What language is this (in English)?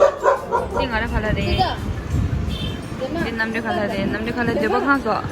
Tibetan